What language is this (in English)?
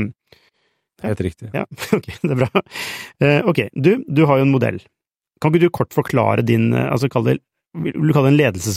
Norwegian